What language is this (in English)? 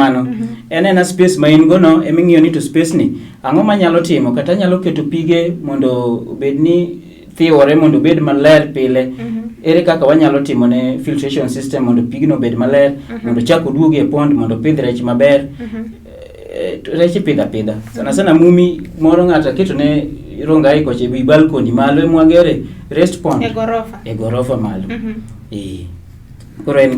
Luo (Kenya and Tanzania)